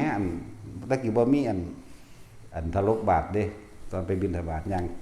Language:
Northeastern Thai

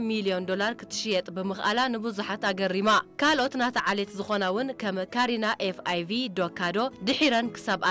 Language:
Tigrinya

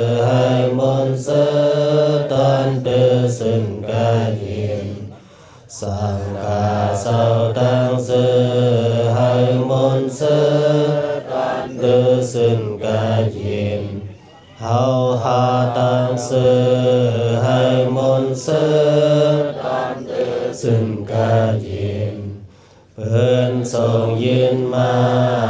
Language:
Shan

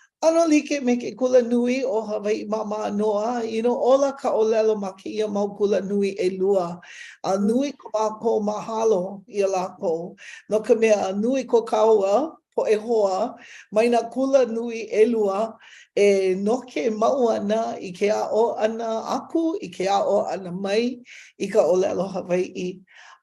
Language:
Hawaiian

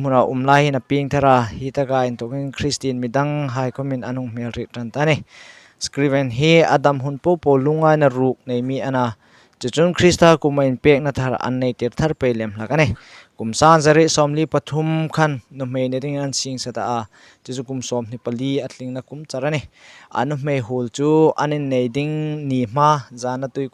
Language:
Hmar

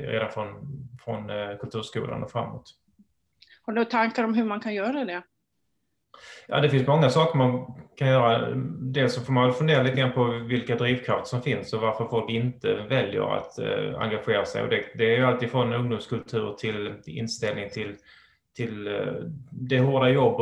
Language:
Swedish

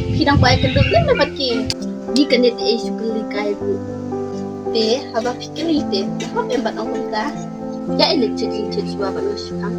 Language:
Khasi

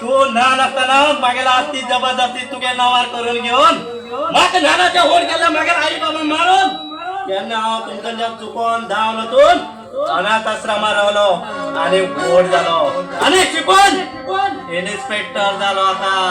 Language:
Konkani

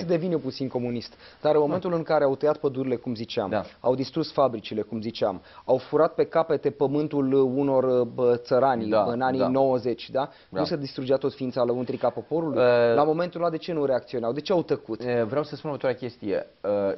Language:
Romanian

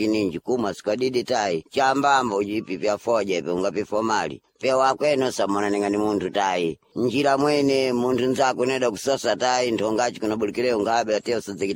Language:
Sena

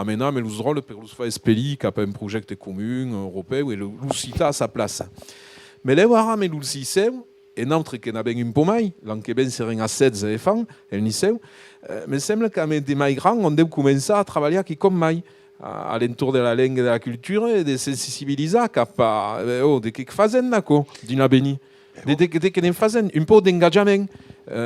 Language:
Occitan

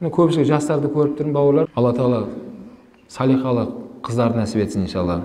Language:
Kyrgyz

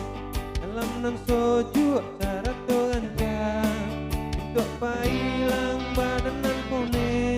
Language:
Minangkabau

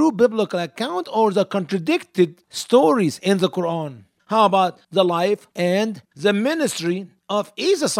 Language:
English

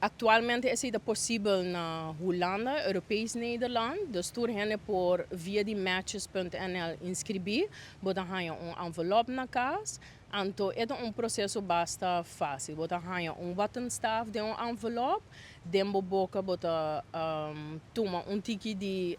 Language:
Papiamento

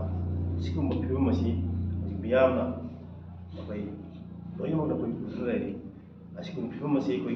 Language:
Manipuri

